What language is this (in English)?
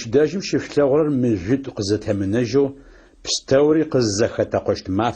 Adyghe